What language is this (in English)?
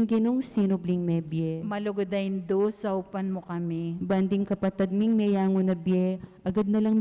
Pampanga